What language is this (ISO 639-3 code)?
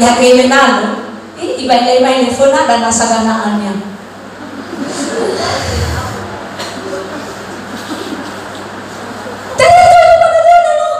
nia